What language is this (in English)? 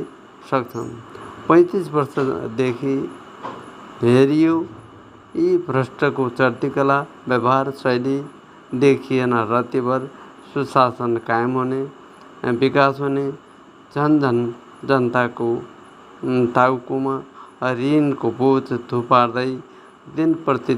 Nepali